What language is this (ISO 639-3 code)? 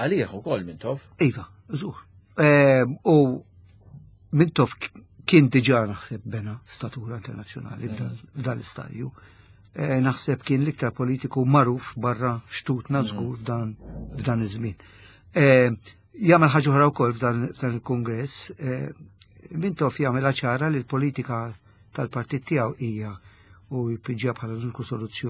mlt